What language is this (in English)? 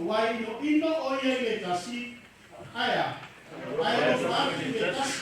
Samoan